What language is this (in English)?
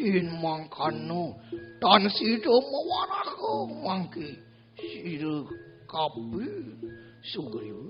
Balinese